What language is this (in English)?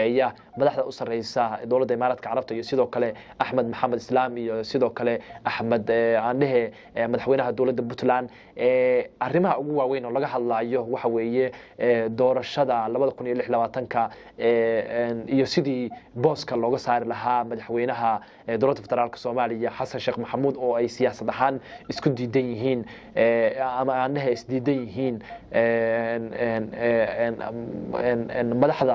Somali